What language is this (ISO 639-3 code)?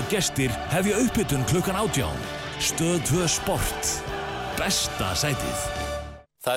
isl